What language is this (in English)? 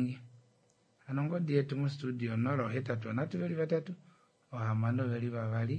Kuanyama